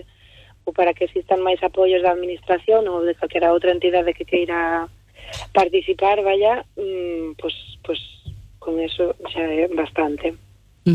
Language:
Galician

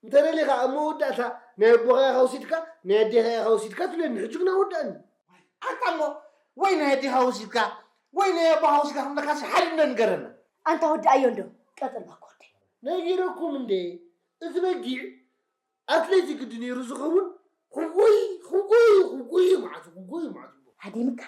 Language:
Tigrinya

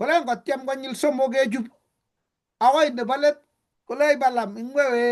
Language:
Kalenjin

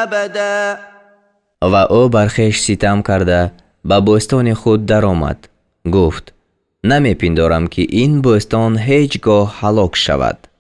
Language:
Tajik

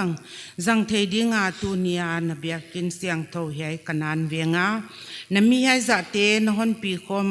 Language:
Paite Chin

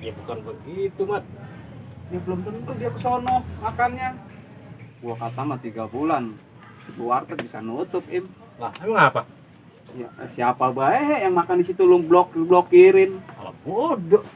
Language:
Betawi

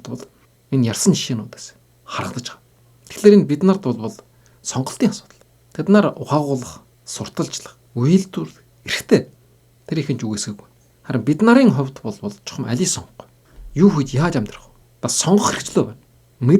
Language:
Mongolian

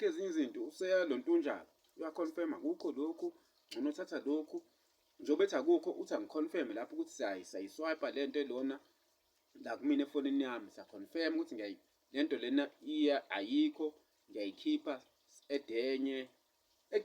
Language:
Zulu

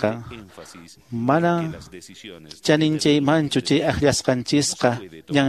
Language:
Quechua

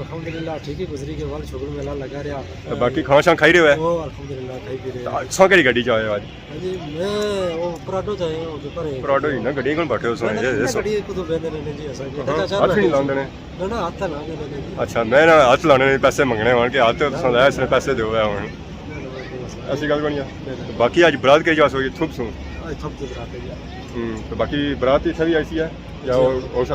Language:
Pahari-Potwari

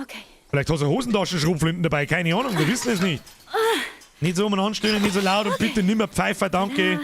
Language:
Bavarian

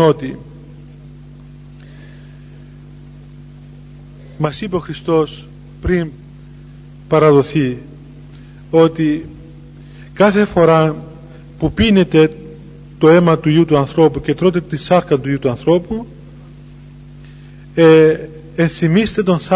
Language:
Greek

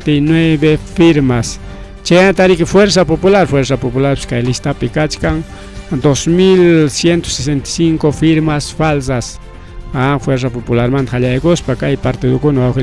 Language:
Ayacucho Quechua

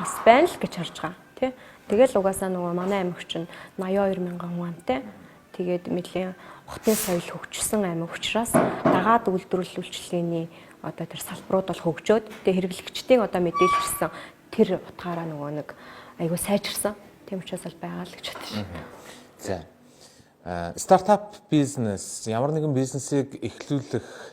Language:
Mongolian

